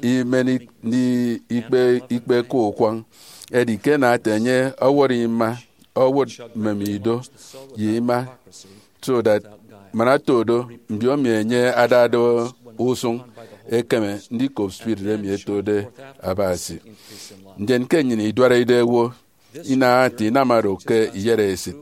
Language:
Efik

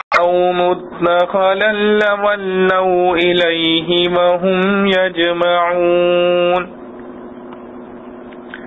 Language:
Urdu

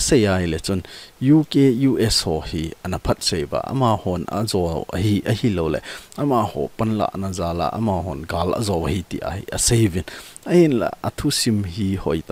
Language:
Thado Chin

